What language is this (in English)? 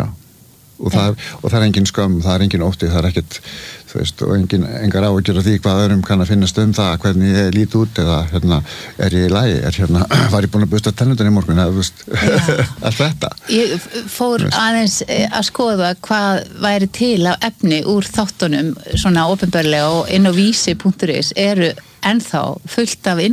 Icelandic